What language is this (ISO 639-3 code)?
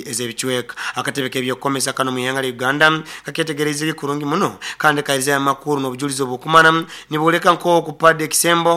nyo